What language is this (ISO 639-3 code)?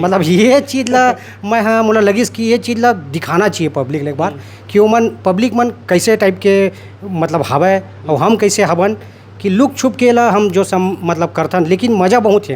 hne